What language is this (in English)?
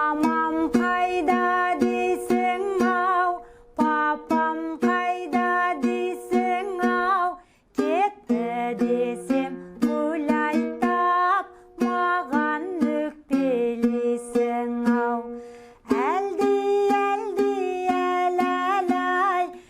Kazakh